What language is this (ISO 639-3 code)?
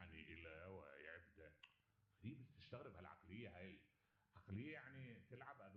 acm